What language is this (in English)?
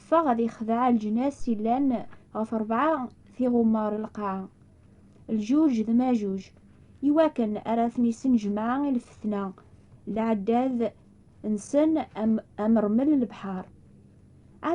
Kabyle